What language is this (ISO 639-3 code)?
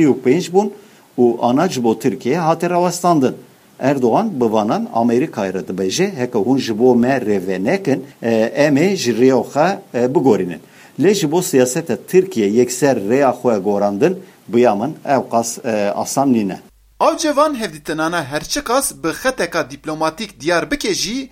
kur